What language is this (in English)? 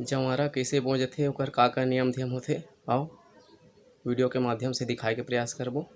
Chhattisgarhi